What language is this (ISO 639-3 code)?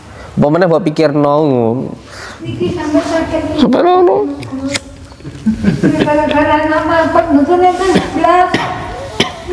jav